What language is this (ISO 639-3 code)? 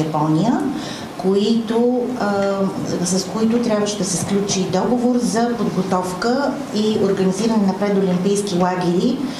bul